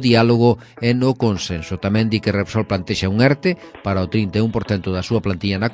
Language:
Galician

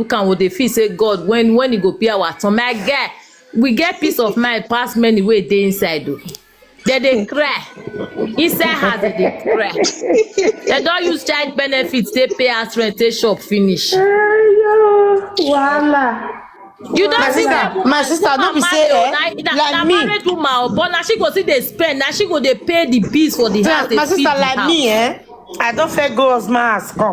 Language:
Nigerian Pidgin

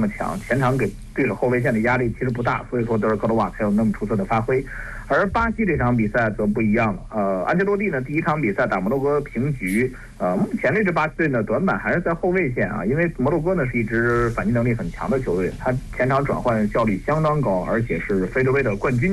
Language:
Chinese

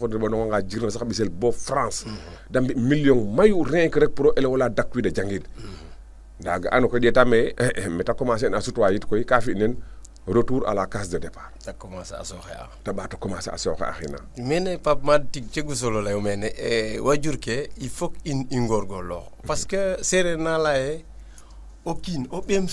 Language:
Serer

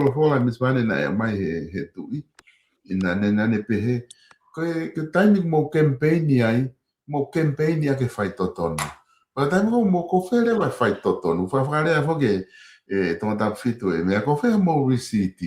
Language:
Tongan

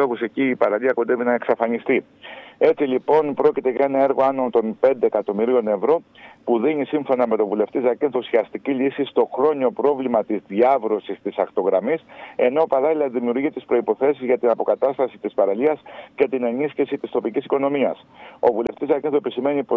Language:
Greek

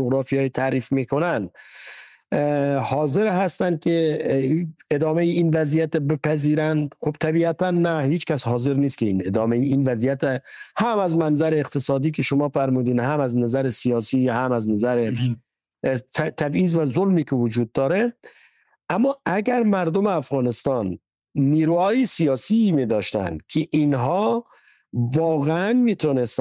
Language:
Persian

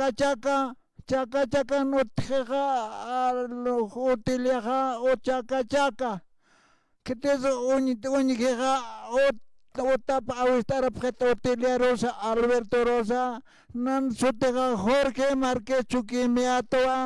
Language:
Aymara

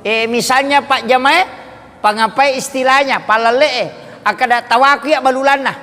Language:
Buginese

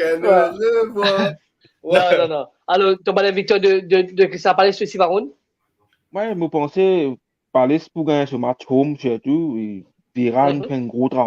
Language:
Morisyen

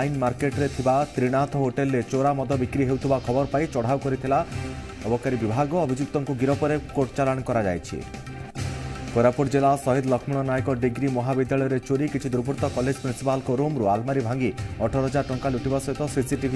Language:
Odia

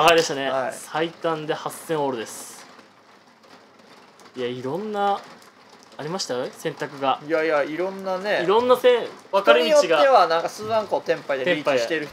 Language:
Japanese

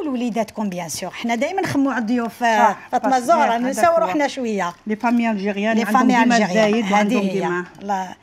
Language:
Algerian Arabic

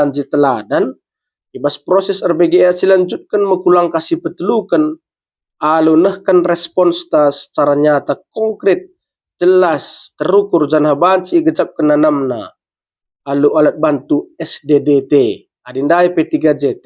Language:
Batak Karo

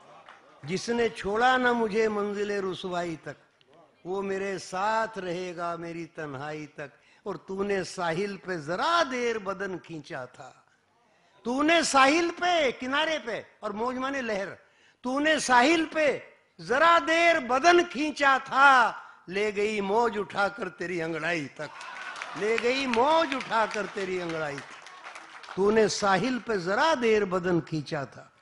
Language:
Hindi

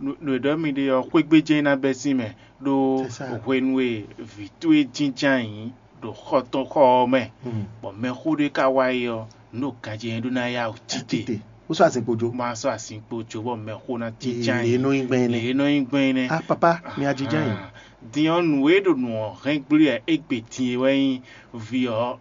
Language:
Fon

